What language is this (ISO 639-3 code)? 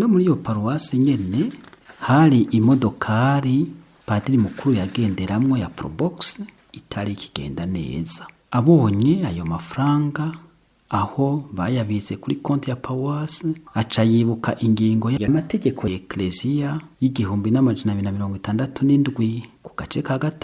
run